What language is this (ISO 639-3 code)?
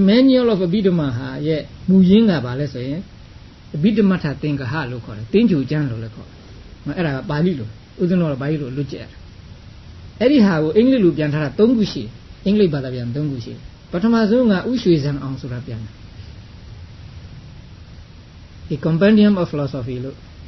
mya